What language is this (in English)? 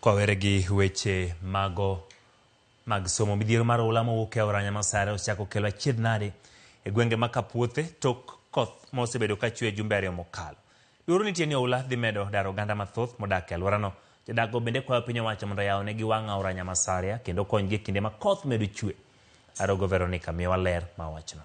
Luo (Kenya and Tanzania)